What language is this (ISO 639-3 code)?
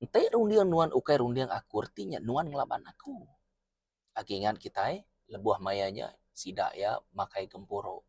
iba